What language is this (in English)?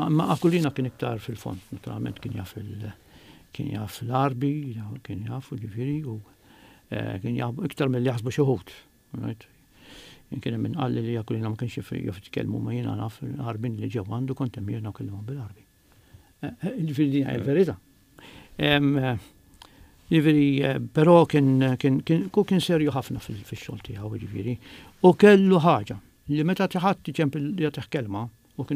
Maltese